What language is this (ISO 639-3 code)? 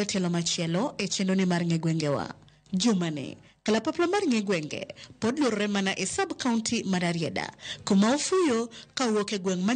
luo